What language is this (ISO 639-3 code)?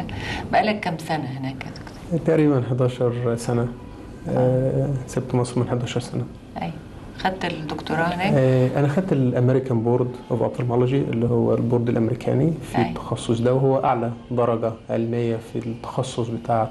arz